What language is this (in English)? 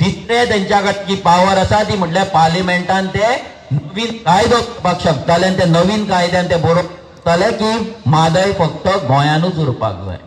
Konkani